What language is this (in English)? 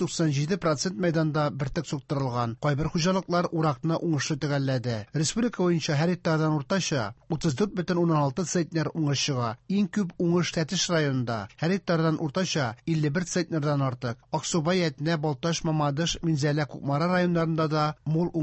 Tatar